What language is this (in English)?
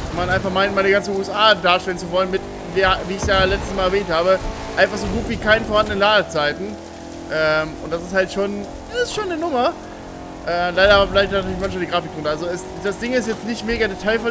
German